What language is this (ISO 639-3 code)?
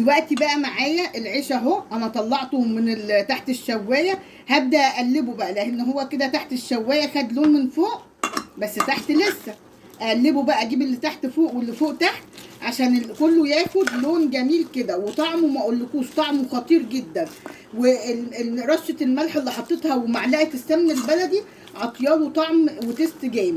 arz